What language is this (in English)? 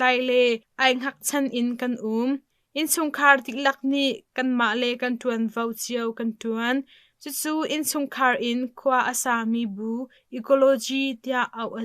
Hakha Chin